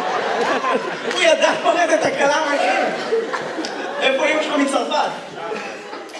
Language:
Hebrew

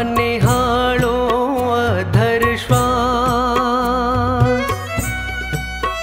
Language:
Gujarati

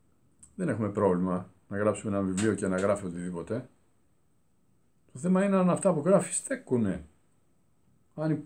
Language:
Greek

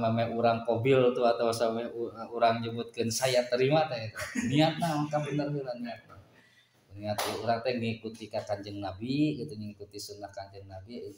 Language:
Sundanese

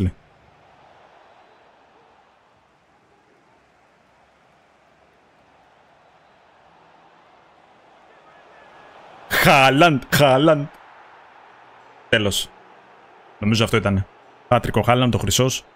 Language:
Greek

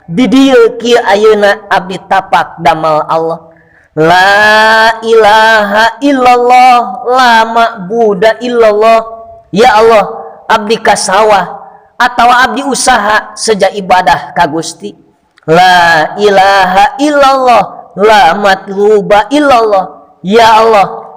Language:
Sundanese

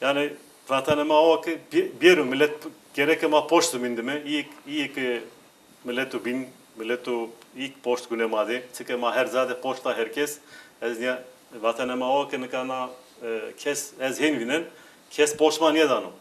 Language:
Zaza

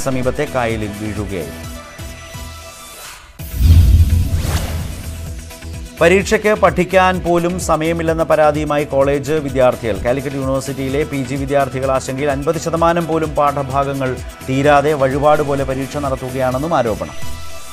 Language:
Malayalam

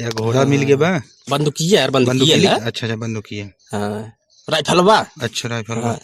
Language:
Awadhi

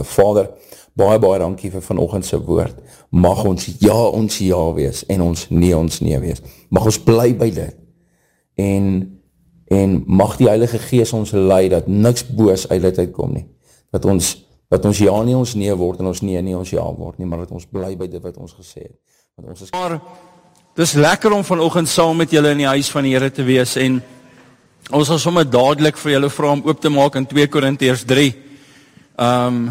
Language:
Afrikaans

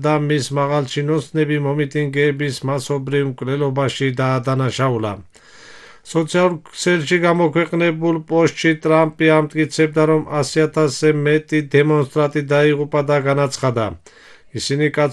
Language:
Georgian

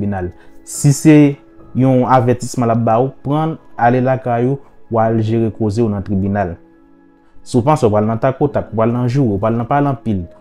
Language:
Haitian Creole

